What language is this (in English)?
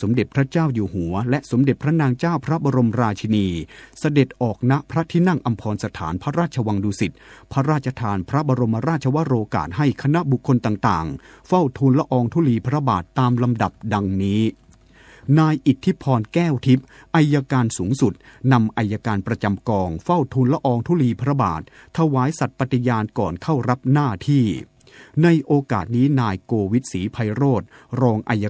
Thai